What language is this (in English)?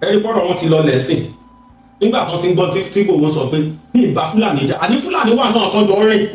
Yoruba